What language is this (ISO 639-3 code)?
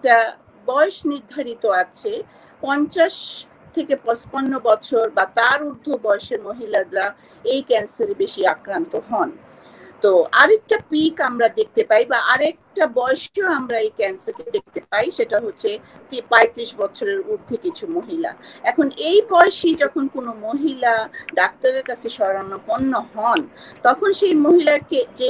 ben